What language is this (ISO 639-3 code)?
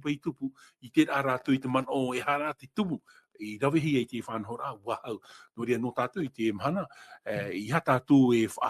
tah